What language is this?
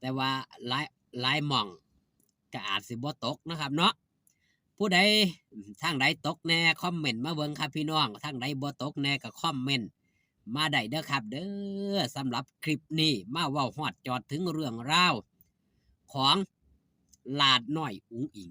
Northeastern Thai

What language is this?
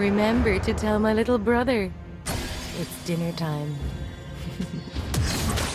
English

